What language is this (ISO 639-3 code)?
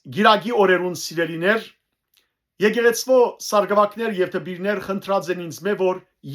hyw